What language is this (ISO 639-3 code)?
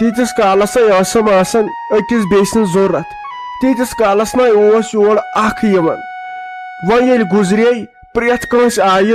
kas